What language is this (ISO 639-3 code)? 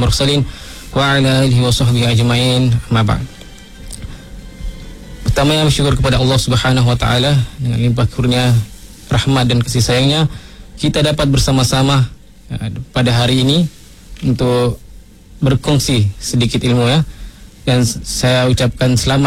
msa